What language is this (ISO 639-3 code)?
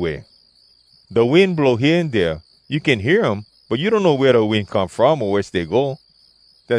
hwc